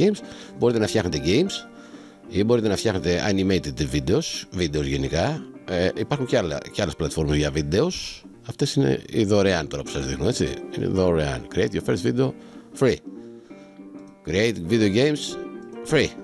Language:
Greek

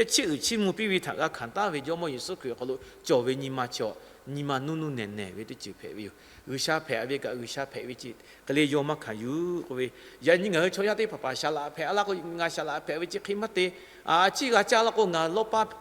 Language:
Lahu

